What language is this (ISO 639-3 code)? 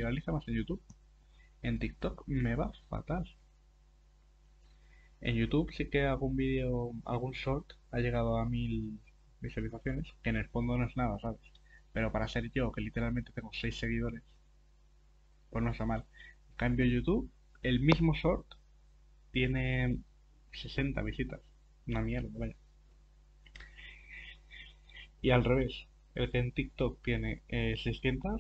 spa